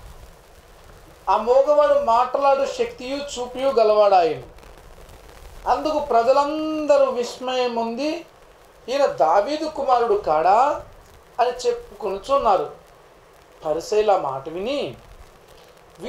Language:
Telugu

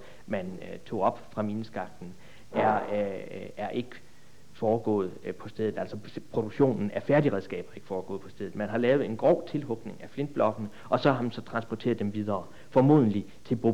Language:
Danish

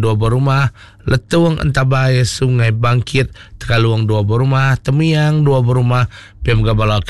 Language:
Iban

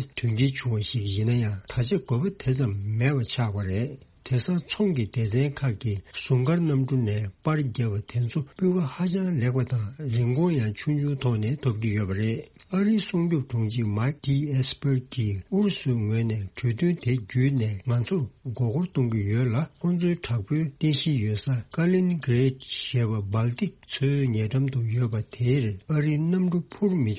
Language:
Tibetan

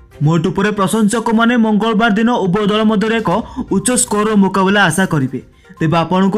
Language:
Odia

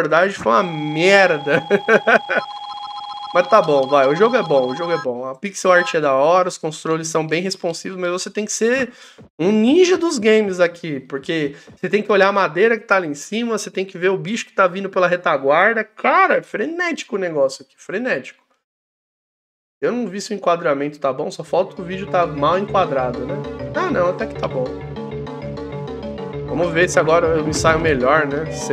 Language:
Portuguese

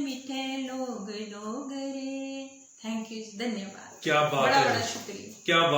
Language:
Dogri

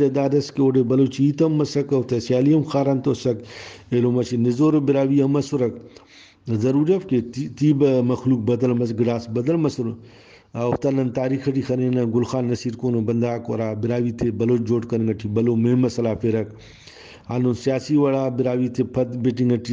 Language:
Brahui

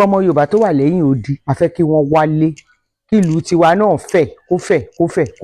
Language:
Yoruba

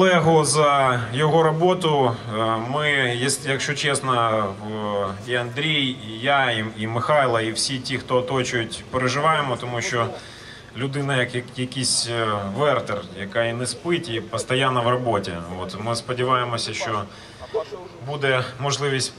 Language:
Ukrainian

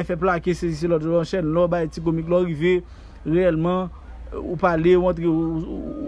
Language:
Haitian Creole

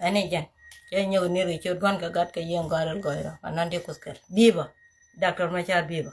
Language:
Nuer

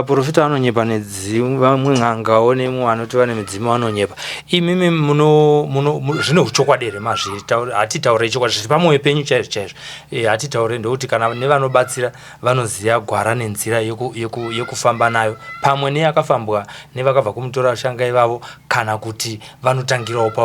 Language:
Shona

